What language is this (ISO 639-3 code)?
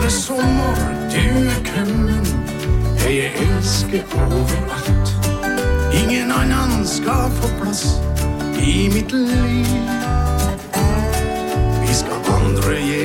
nor